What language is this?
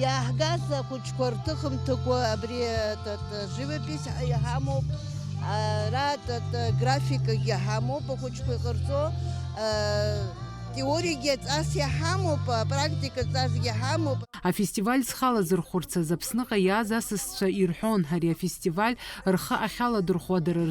Abkhazian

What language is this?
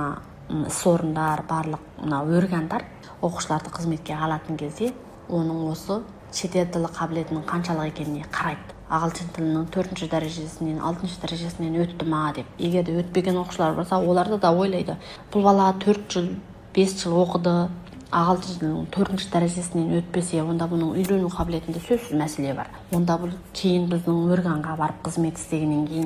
Kazakh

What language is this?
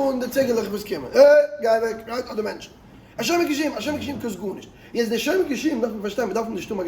Yiddish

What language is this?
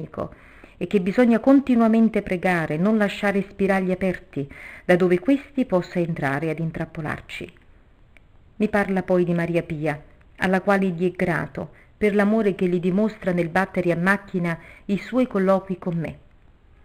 Italian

